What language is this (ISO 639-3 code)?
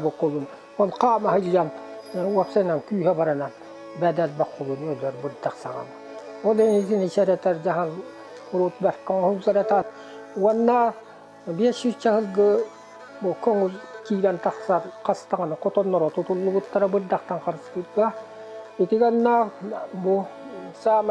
sah